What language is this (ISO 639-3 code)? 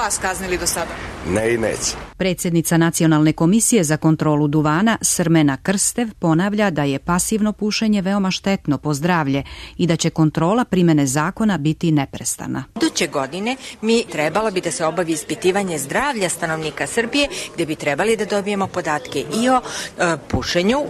srp